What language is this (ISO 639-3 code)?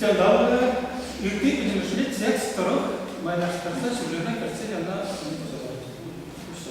chv